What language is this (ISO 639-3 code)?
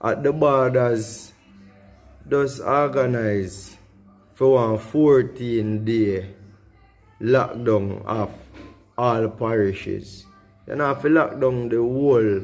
jam